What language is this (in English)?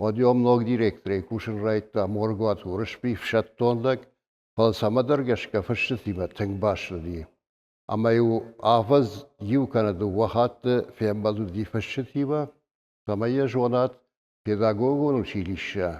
Ossetic